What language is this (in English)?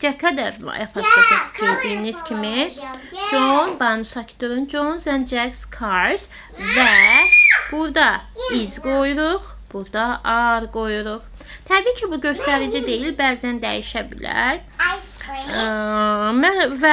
Azerbaijani